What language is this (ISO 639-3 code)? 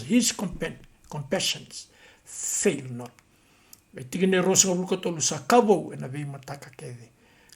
fij